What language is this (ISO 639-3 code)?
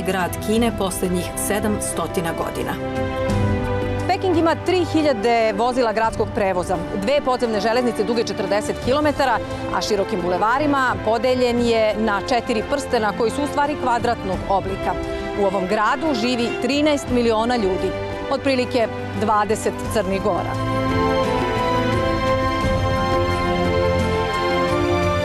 srp